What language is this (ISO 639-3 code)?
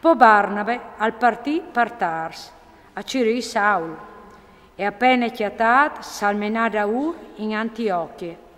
fur